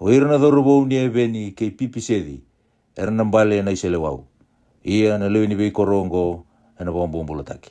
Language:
Fijian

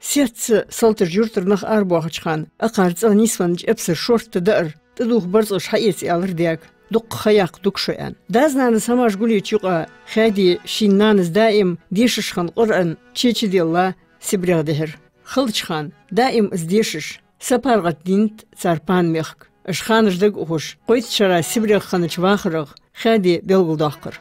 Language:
Ingush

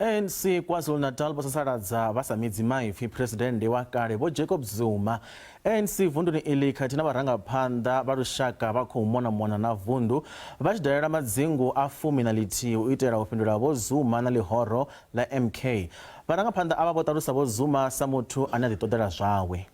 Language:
Venda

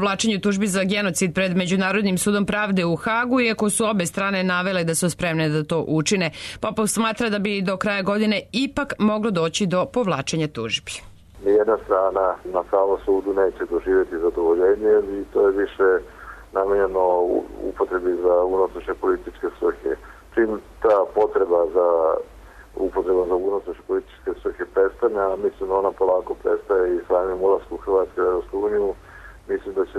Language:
Serbian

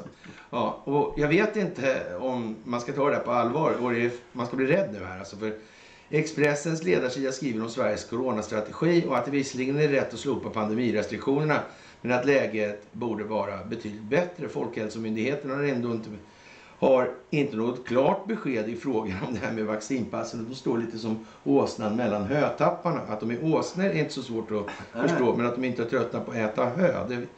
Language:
Swedish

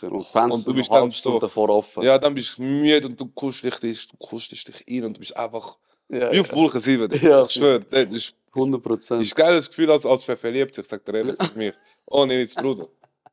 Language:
Swiss German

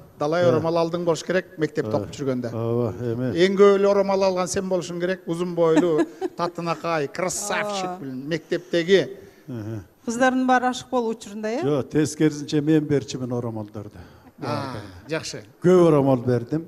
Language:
Kyrgyz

